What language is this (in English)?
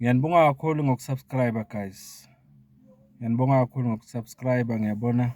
Zulu